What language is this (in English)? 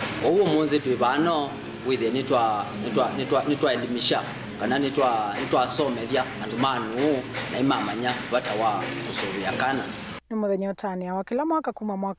Kamba